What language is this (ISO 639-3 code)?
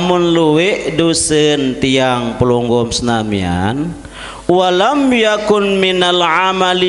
sas